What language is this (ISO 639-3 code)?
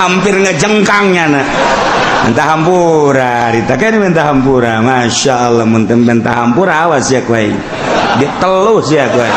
sun